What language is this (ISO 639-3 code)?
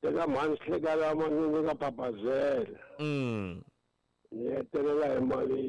tso